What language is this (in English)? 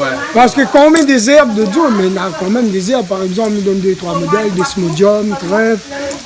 Réunion Creole French